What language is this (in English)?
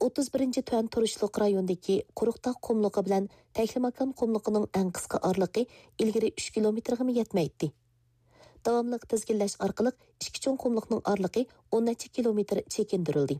Uyghur